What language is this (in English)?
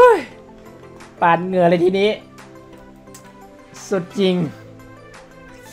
Thai